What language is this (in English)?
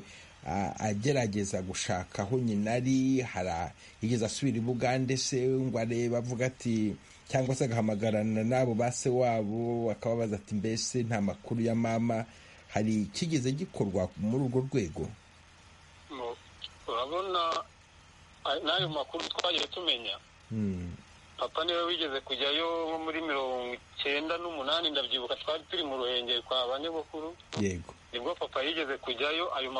Kinyarwanda